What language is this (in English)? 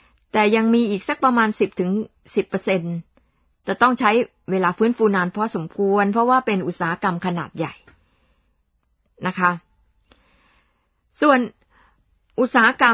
Thai